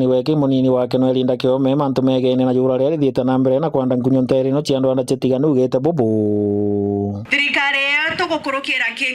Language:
Meru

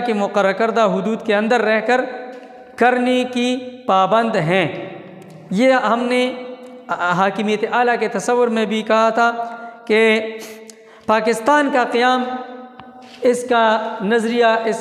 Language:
Urdu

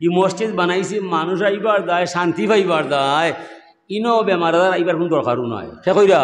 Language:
Sylheti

